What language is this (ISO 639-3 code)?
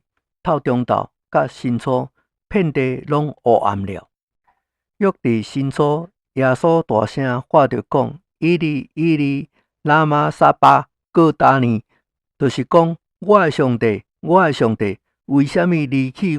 nan